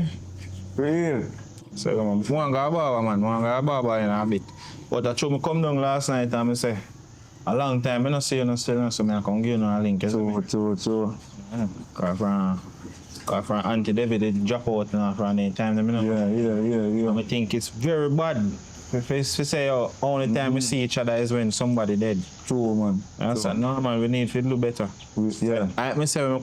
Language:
Jamaican Creole English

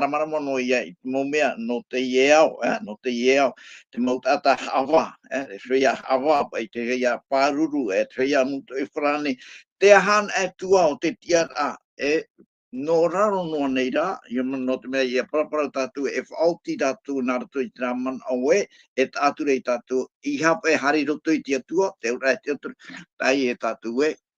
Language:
Tahitian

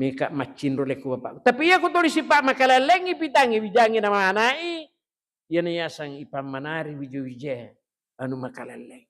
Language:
Buginese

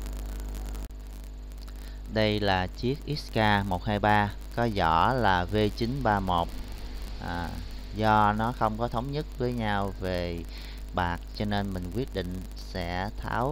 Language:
Vietnamese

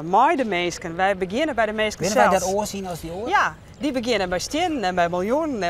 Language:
Western Frisian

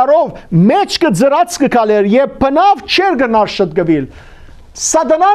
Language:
Western Armenian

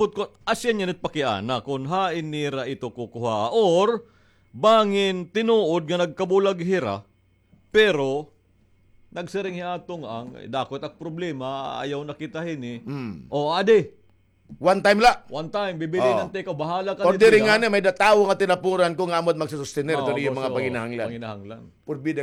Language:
Waray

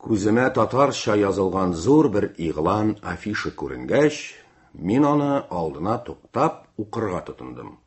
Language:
Tatar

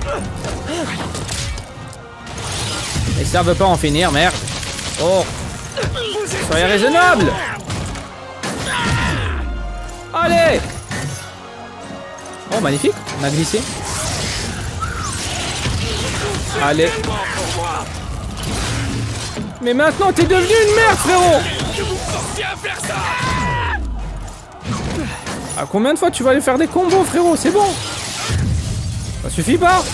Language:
French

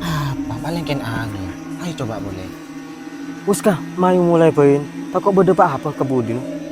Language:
Madurese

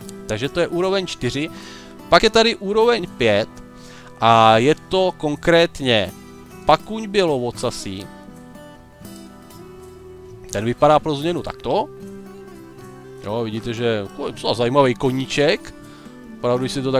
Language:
Czech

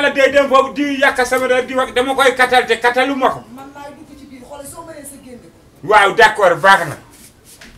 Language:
Wolof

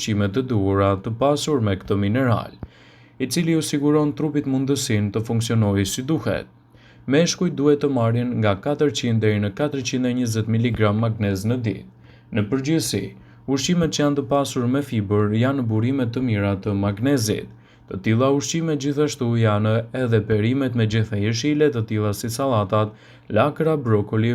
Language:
Albanian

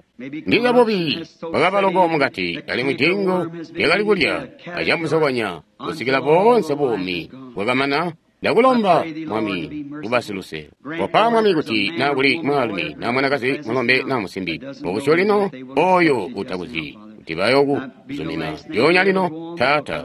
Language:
Tonga (Zambia)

